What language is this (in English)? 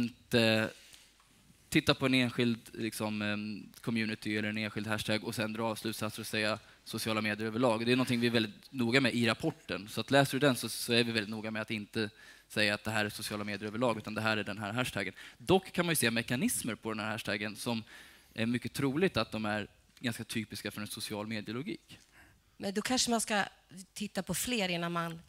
Swedish